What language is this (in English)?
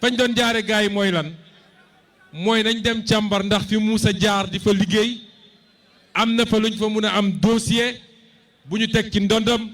Wolof